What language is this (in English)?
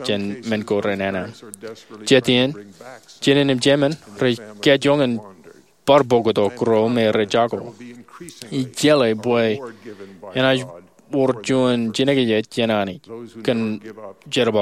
Marshallese